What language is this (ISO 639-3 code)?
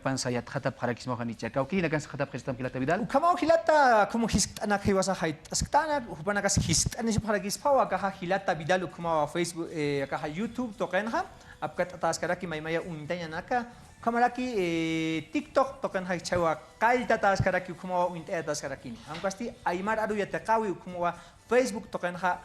aym